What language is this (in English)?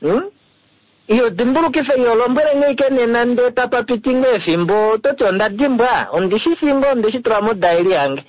Kuanyama